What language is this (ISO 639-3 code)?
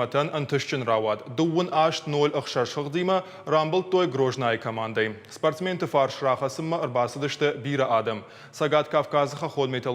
oss